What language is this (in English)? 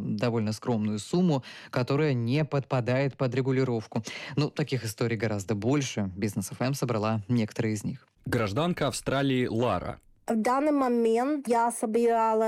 Russian